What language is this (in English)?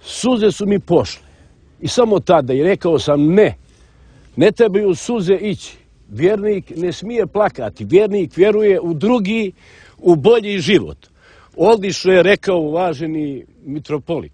Serbian